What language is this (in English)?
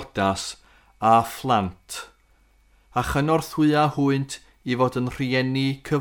Welsh